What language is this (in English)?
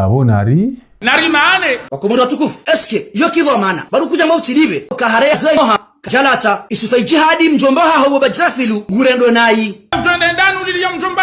Ngazidja Comorian